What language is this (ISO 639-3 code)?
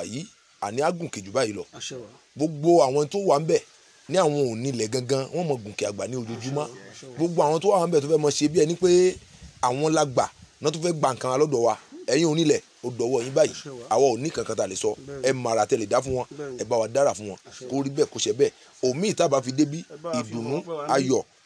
yor